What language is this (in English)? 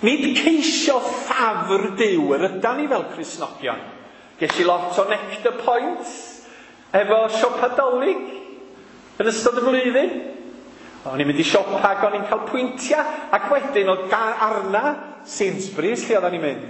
Welsh